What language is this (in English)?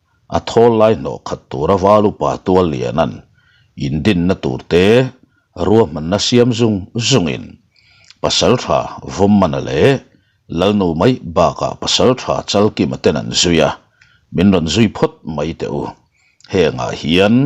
Mizo